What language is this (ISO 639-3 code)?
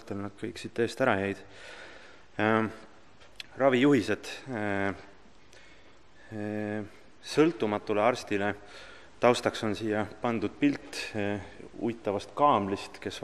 est